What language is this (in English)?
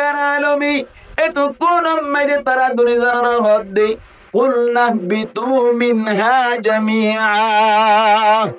Rohingya